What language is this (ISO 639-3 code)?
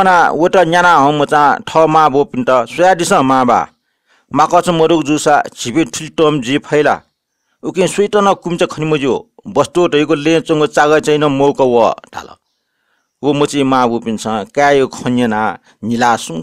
new